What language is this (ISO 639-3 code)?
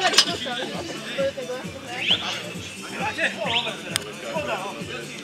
slk